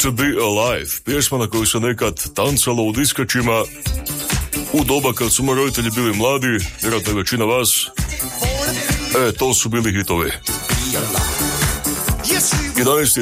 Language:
Croatian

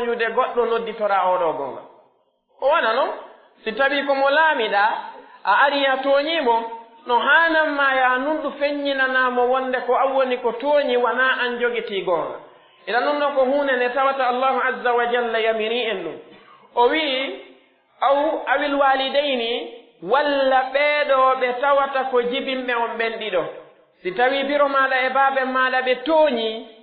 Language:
Pular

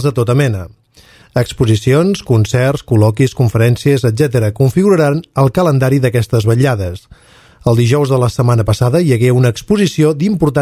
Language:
Catalan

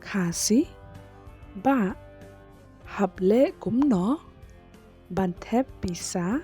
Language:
Khasi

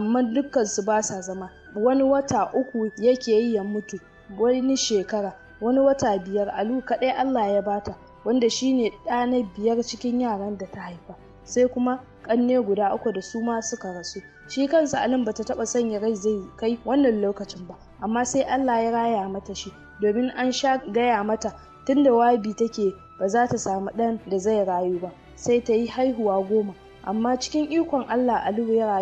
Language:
Hausa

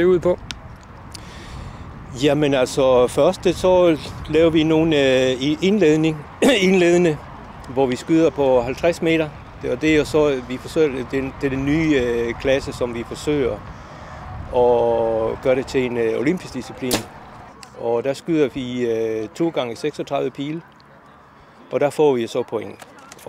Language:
Danish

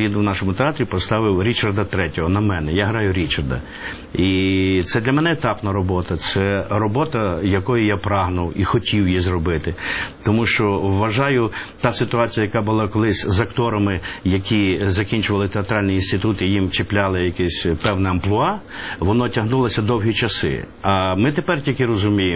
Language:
Ukrainian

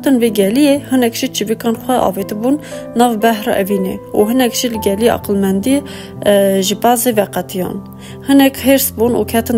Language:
Kurdish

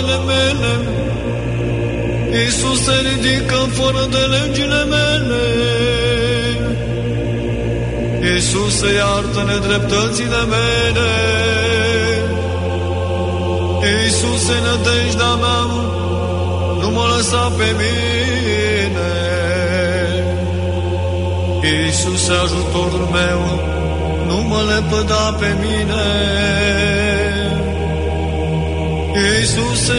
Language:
Romanian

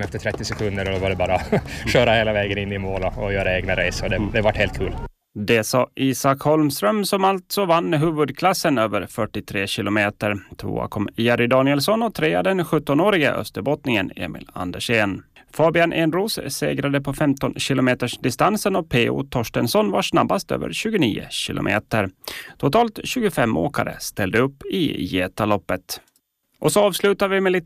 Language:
Swedish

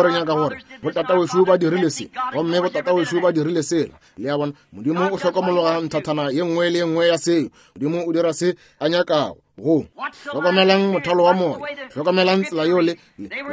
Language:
Northern Sotho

